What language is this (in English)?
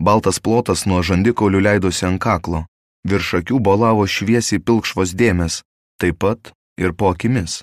Lithuanian